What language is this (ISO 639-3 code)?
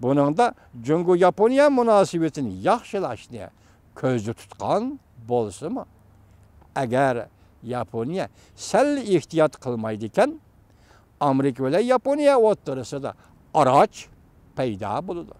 uig